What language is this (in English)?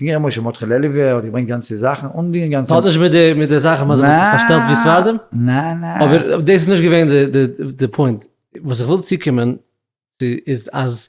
Yiddish